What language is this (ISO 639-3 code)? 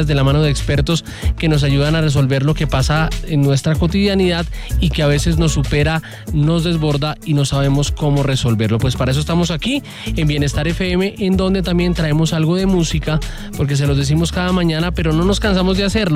spa